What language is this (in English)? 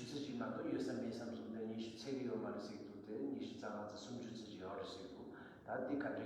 Tibetan